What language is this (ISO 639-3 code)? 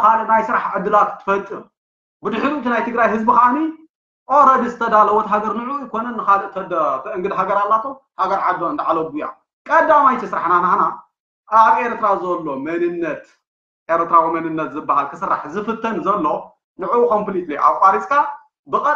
tir